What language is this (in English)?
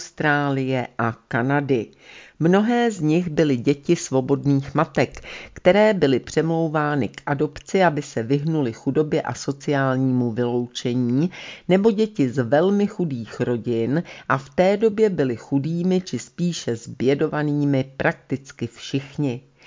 Czech